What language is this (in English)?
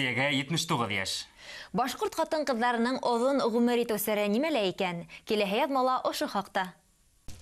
Bashkir